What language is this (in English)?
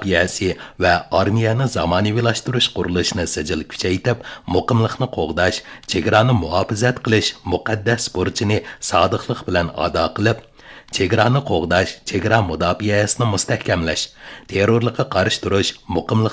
Uyghur